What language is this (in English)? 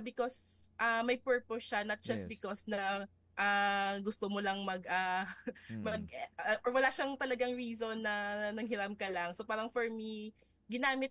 Filipino